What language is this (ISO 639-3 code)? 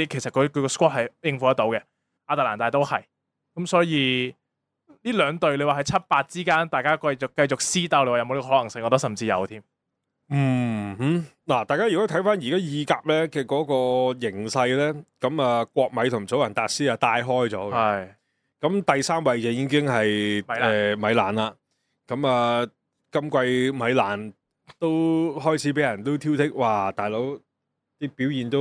yue